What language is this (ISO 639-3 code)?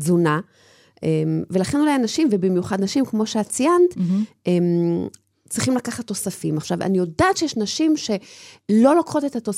heb